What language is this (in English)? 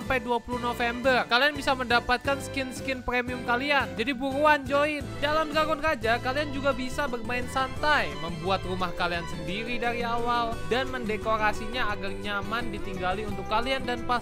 Indonesian